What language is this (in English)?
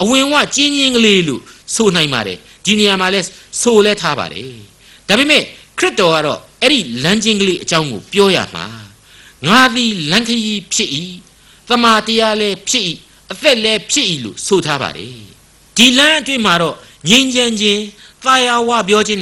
Burmese